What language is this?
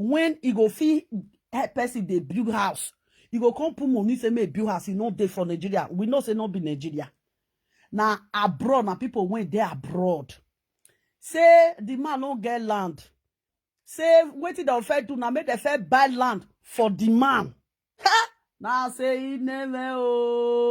Nigerian Pidgin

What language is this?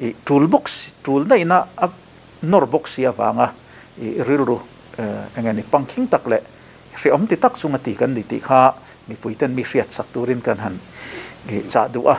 Mizo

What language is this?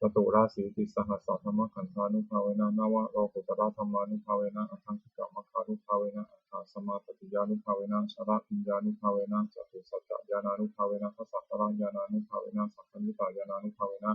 Pali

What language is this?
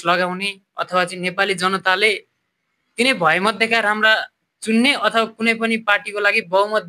Nepali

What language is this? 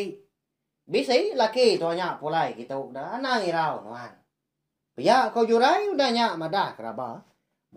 Iban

